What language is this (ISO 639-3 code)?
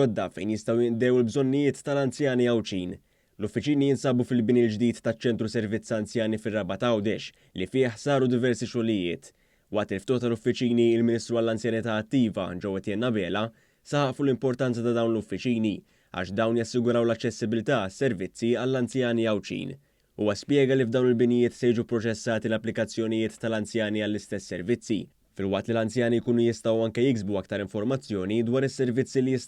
mlt